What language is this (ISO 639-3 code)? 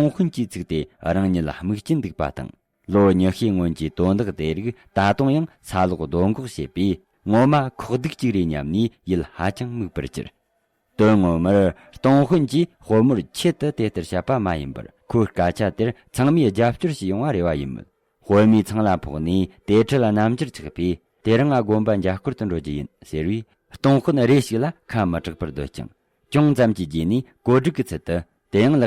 bod